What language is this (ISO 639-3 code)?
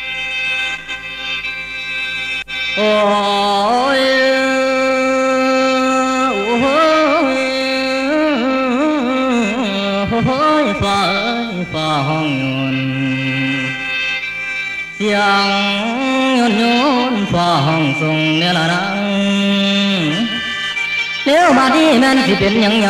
tts